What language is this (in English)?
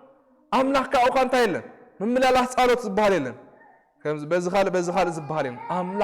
Tigrinya